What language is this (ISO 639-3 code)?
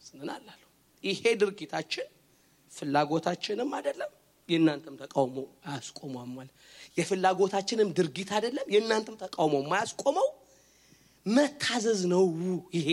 amh